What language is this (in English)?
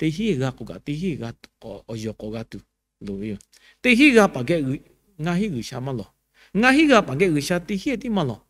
Lahu